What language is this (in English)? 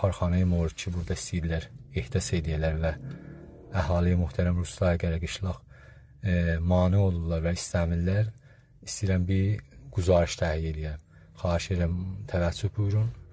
South Azerbaijani